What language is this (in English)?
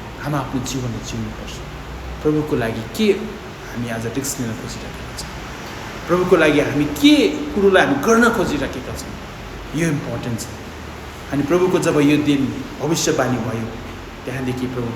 Nepali